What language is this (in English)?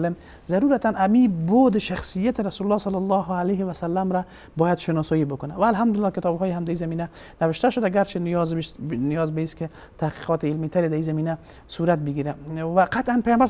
Persian